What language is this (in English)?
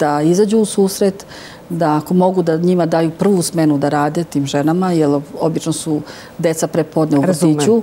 Serbian